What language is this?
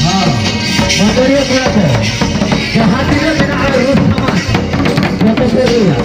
Santali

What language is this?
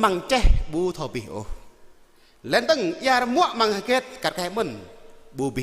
Jarai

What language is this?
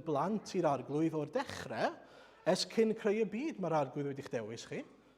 Welsh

